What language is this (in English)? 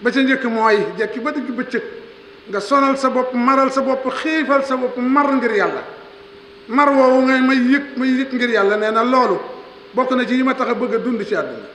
Wolof